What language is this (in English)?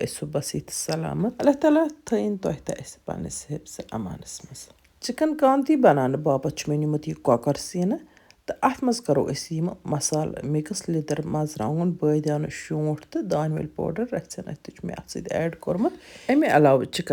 Kashmiri